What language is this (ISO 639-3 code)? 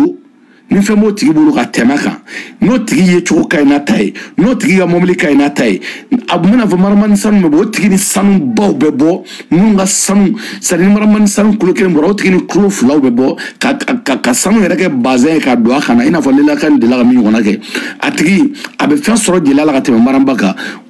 bam